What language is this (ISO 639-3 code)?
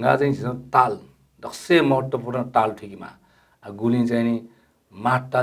new